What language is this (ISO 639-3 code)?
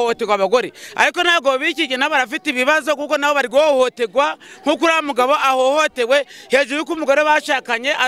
kin